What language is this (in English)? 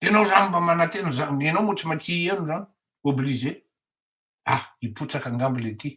Malagasy